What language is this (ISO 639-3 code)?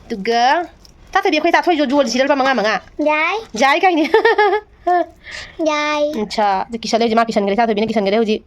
mni